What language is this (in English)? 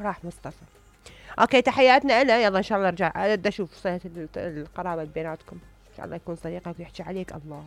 Mesopotamian Arabic